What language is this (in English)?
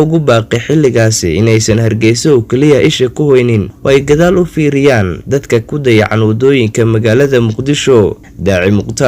Somali